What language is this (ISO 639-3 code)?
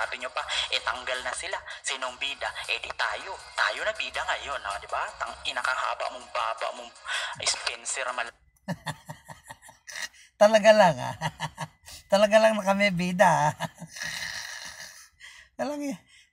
fil